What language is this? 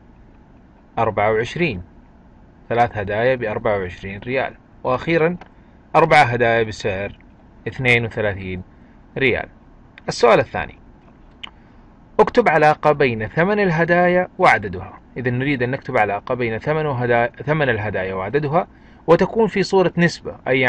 Arabic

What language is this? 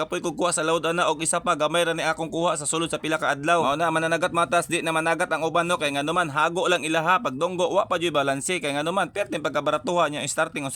Cebuano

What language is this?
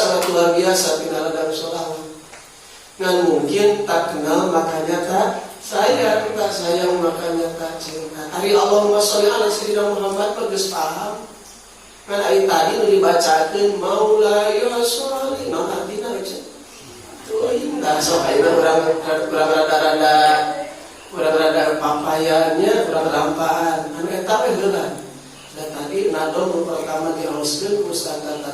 Sundanese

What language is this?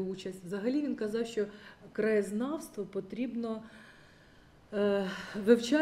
Ukrainian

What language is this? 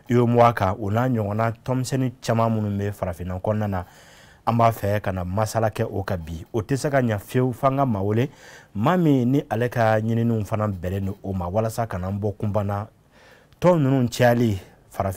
Bambara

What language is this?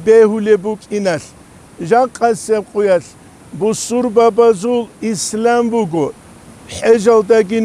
Avaric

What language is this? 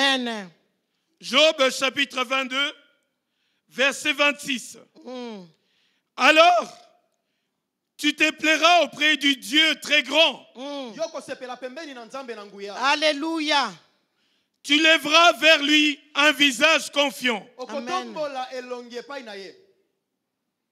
French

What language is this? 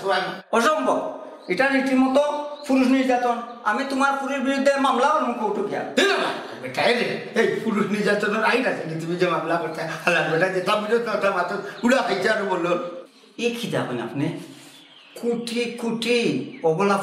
Sylheti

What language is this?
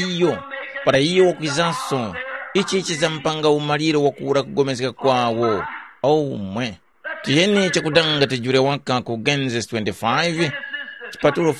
Tumbuka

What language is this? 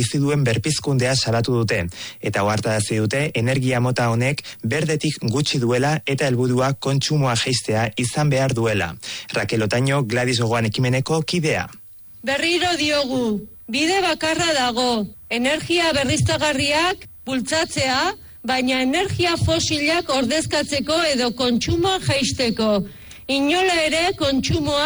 Basque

